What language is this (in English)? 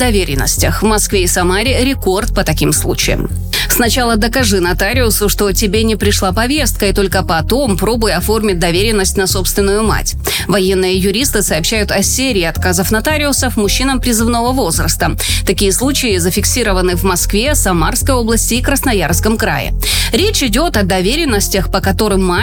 Russian